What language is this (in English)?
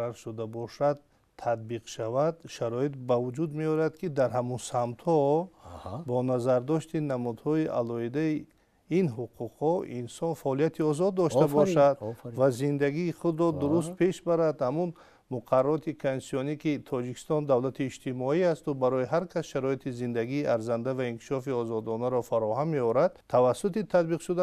Tajik